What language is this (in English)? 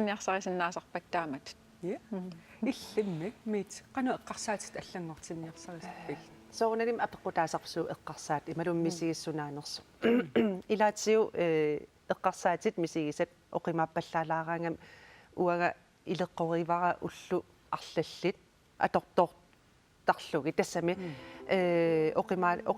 Kalaallisut